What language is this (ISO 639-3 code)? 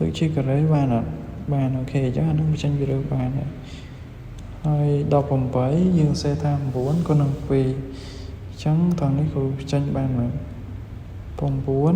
khm